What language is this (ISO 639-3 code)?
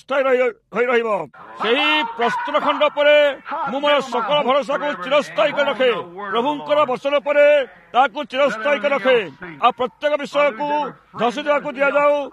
ori